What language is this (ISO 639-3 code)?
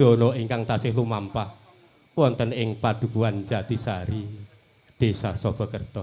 jav